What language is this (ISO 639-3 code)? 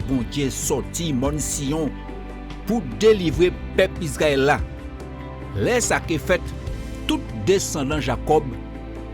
gcf